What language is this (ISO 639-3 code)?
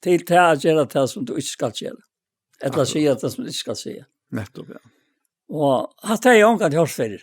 fao